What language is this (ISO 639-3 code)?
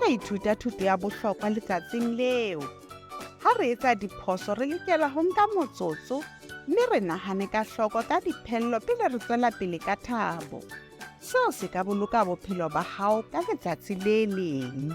sot